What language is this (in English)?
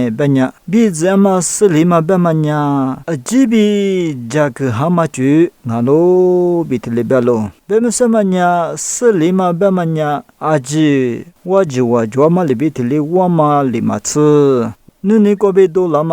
Lisu